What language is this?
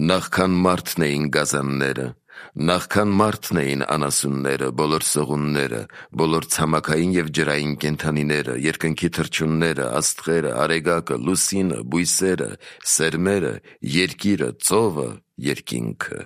Armenian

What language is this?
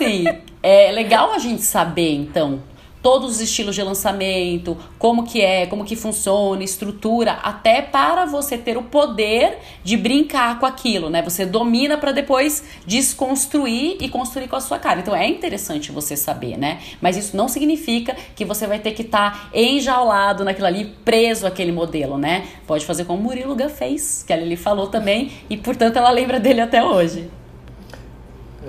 Portuguese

